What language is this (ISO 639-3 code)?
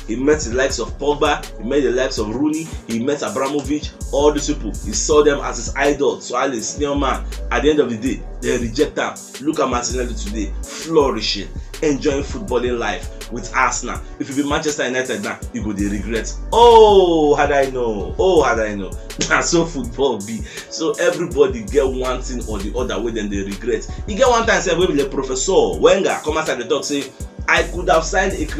pcm